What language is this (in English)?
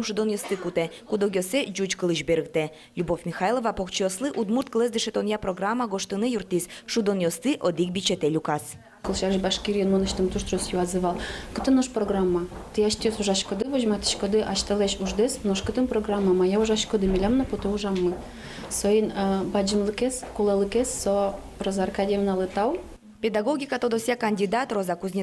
Udmurt